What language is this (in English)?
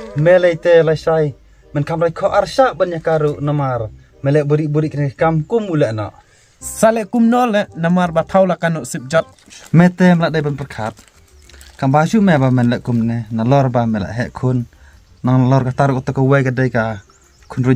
Khasi